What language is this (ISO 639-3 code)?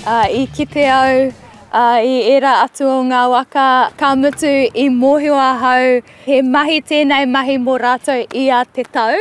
mri